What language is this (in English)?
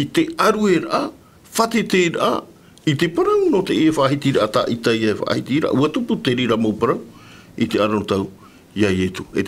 Tahitian